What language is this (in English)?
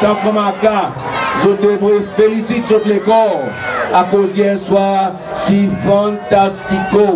Seselwa Creole French